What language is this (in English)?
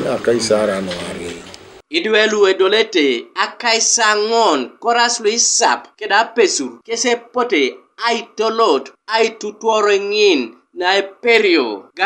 Teso